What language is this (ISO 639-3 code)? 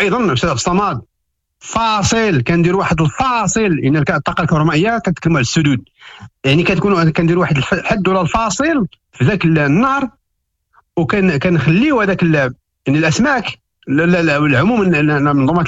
ary